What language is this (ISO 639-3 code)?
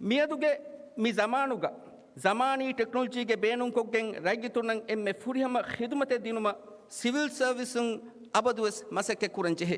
div